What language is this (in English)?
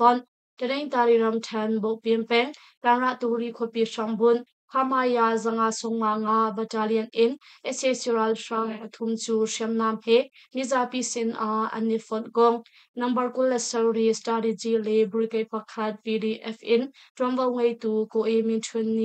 Hakha Chin